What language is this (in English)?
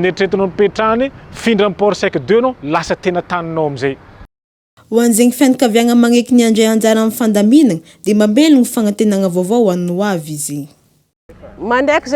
Malagasy